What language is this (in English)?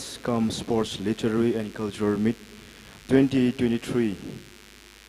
Tangkhul Naga (India)